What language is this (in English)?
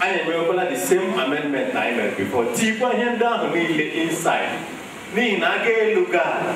Igbo